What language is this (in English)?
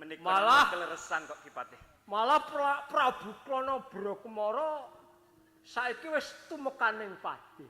Javanese